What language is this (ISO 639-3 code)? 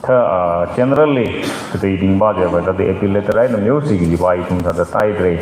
nmf